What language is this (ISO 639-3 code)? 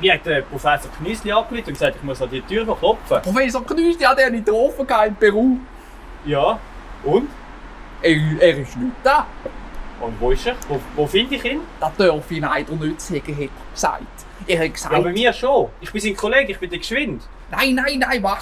gsw